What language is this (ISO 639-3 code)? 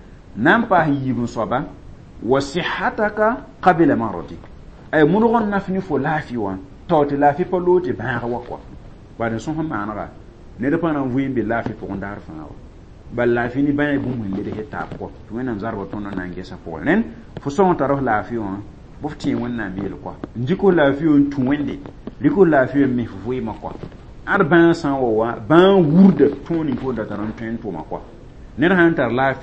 mos